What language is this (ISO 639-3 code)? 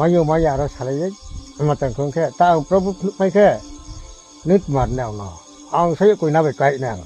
ria